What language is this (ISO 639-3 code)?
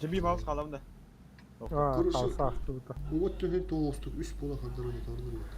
sah